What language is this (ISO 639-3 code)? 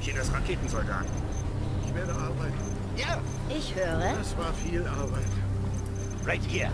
bar